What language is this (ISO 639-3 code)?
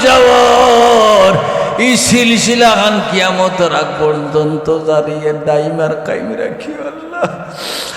syl